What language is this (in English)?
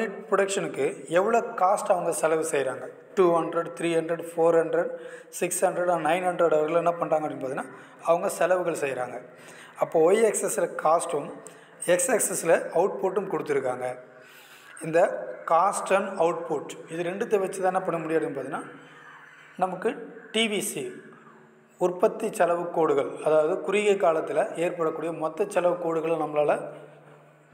Tamil